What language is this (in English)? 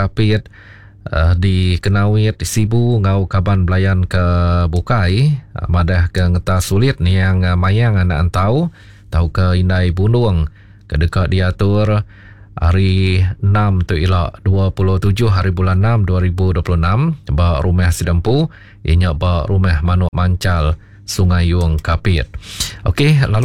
Iban